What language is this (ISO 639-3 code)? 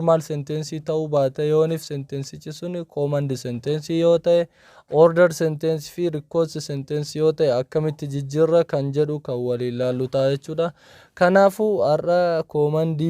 orm